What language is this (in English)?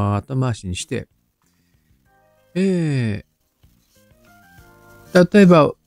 Japanese